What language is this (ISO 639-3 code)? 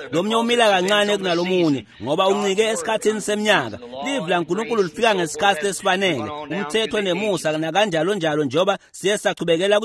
ssw